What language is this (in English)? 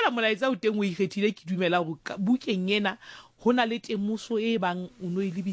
Southern Sotho